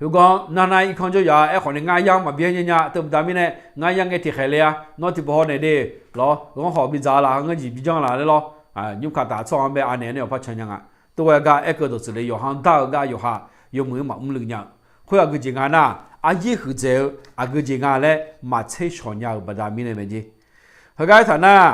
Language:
Akha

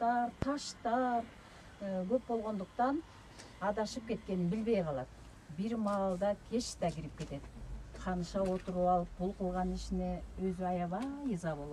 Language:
Kyrgyz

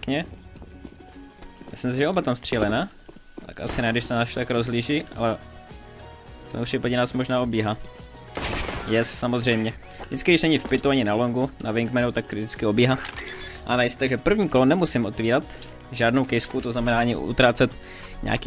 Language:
Czech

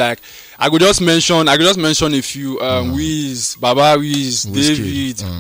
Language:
Nigerian Pidgin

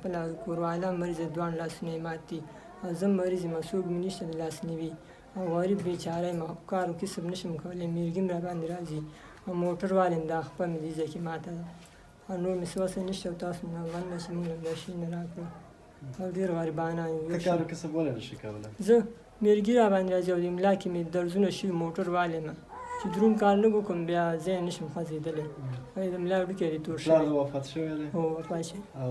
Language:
Pashto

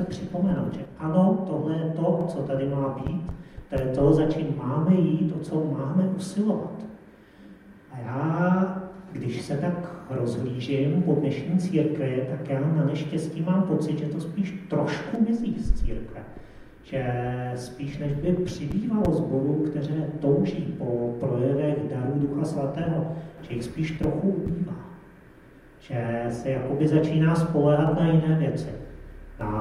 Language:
Czech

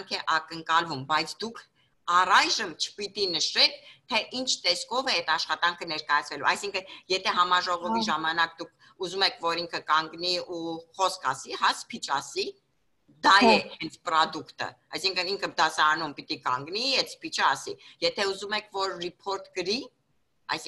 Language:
Armenian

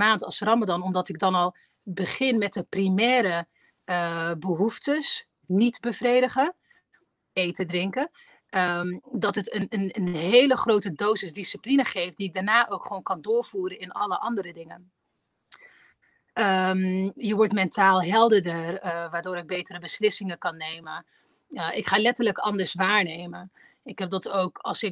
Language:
Dutch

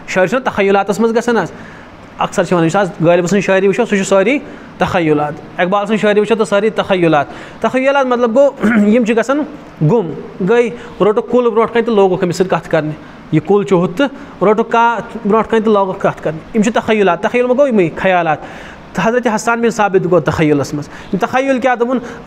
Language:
Kashmiri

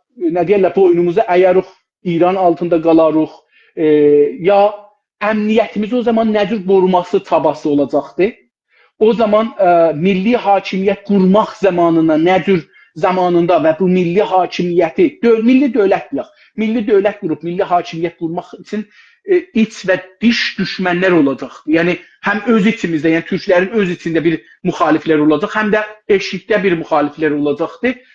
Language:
South Azerbaijani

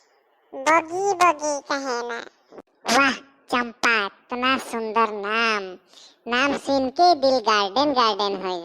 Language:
Sadri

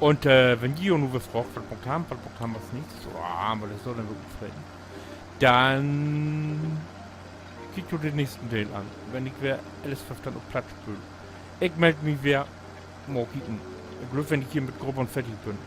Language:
Low German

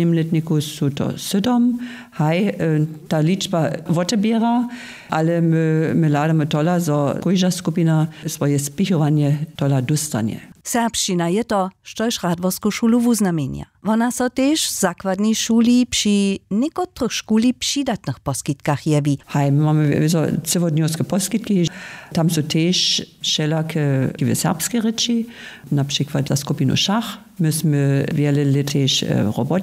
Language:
Upper Sorbian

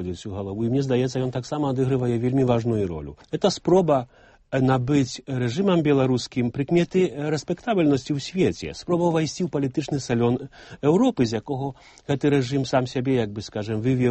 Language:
Belarusian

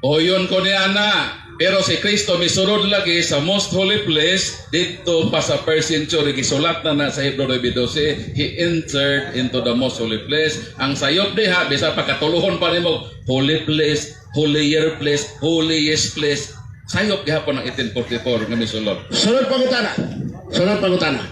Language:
Cebuano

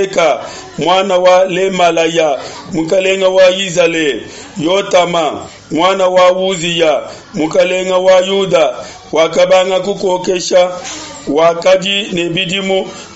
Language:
Luba-Lulua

